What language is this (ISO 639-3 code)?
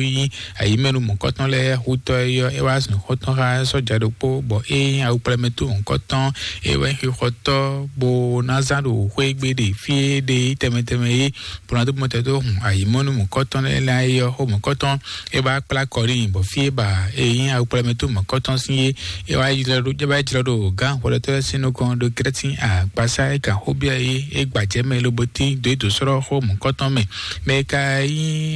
fon